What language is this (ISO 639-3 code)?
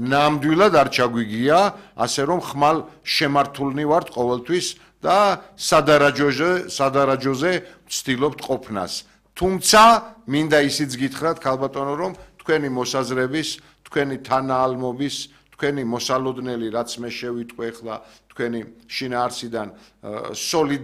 kat